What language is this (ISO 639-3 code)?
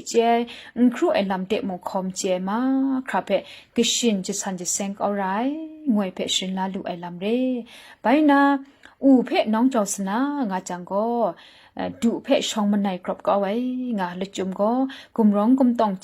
kac